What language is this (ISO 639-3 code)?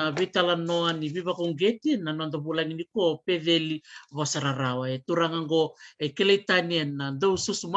fij